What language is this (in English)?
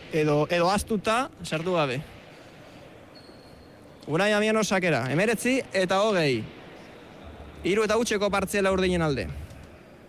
Basque